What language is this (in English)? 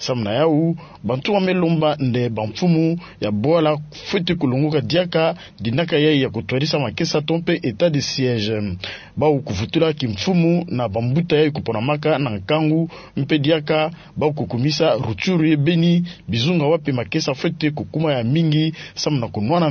Kituba (Democratic Republic of Congo)